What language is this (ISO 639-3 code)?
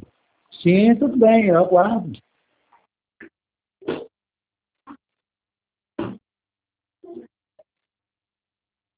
por